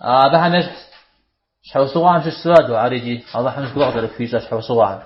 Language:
Kabardian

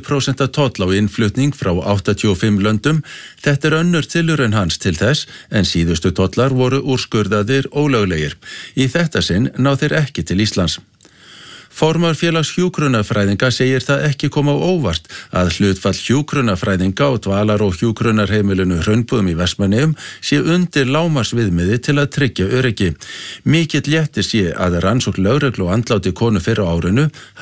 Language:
Icelandic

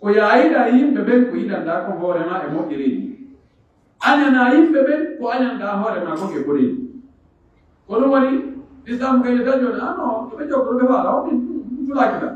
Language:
Pular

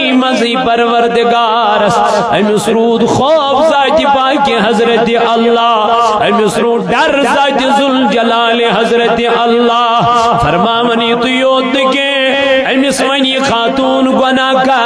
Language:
Kashmiri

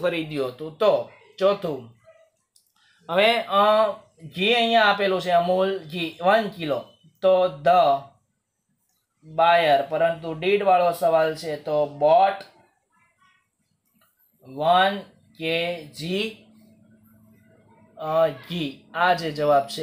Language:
Gujarati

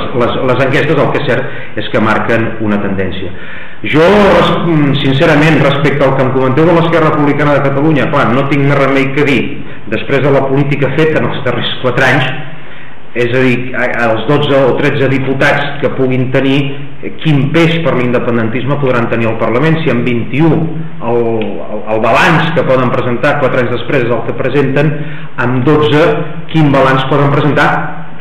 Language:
Catalan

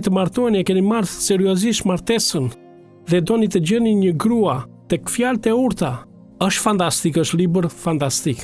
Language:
Albanian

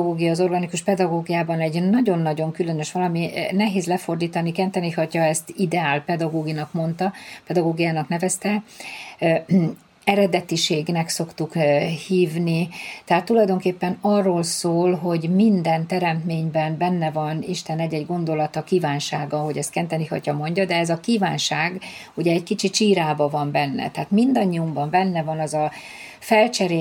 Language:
Hungarian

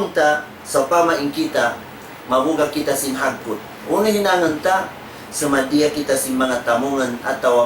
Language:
Tausug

